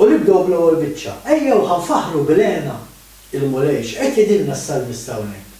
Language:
Maltese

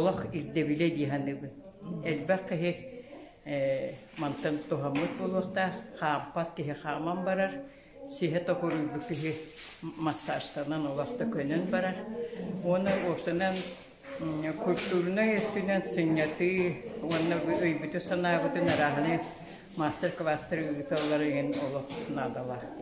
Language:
Yakut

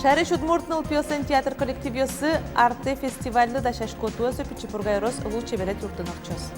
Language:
Udmurt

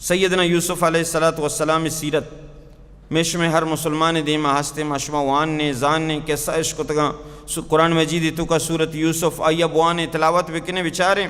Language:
Baluchi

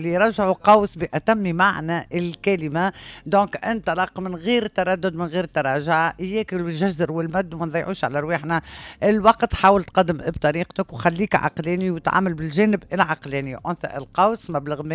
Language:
Tunisian Arabic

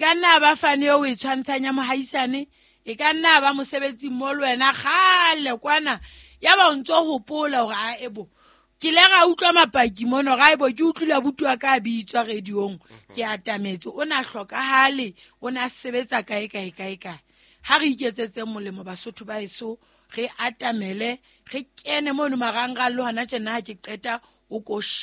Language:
Southern Sotho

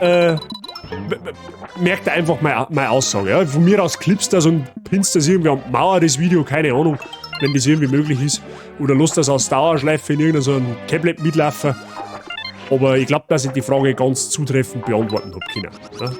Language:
Bavarian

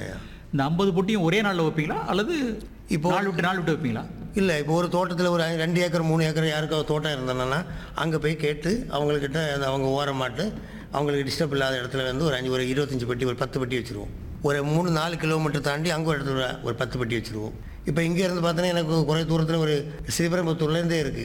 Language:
Tamil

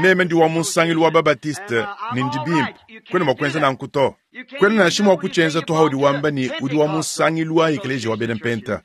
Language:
Luba-Lulua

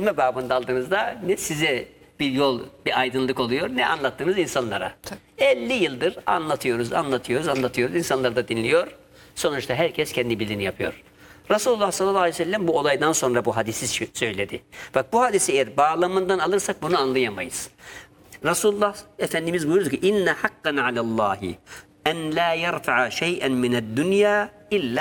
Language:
Turkish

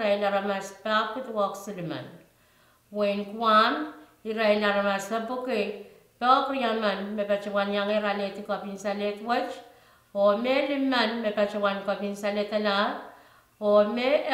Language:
Pohnpeian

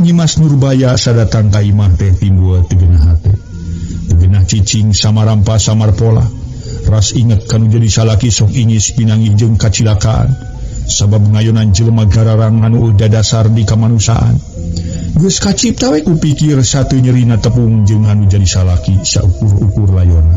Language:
Sundanese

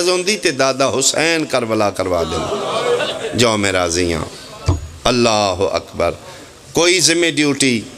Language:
Pahari-Potwari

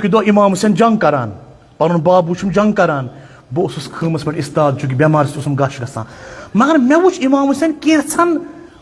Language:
Kashmiri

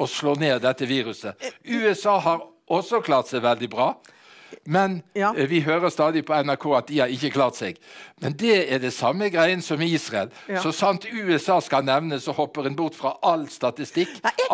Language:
Norwegian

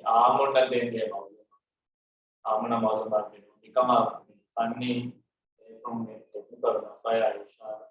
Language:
Divehi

